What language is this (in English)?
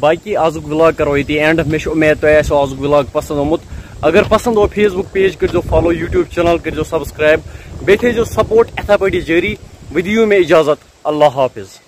Kashmiri